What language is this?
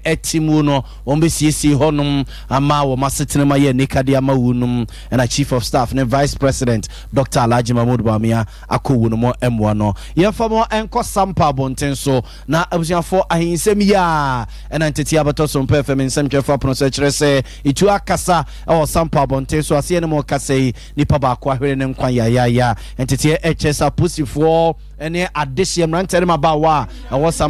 Akan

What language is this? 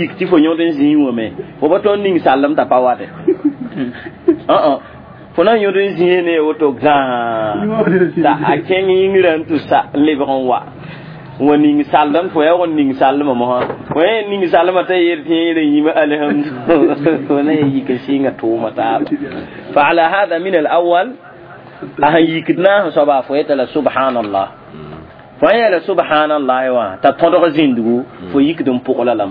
Mossi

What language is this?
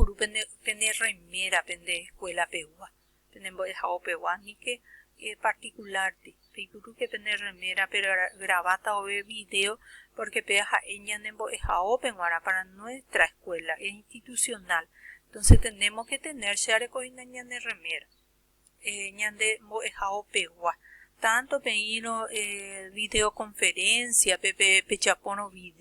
Guarani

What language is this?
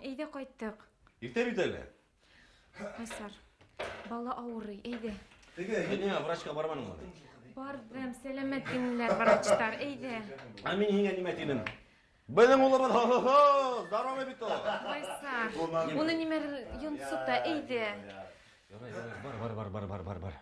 Bashkir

